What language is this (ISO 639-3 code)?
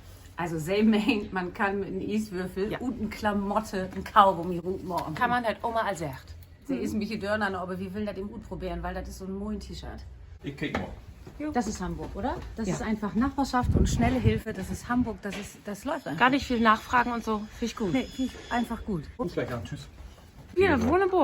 nds